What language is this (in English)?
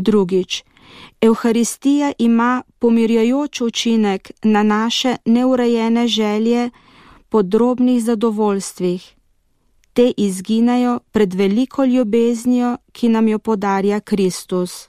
Slovenian